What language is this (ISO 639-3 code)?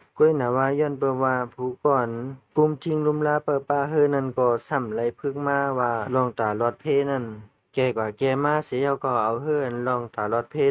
shn